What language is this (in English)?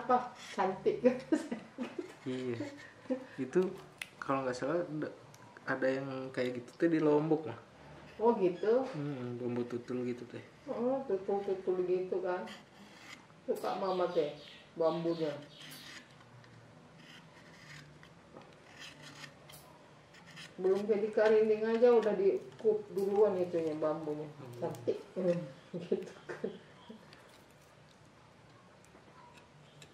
Indonesian